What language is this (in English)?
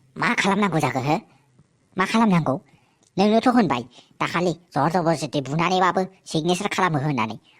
Bodo